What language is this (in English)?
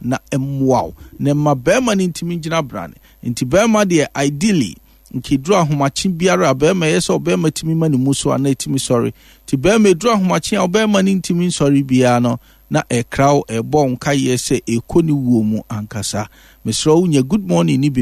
Akan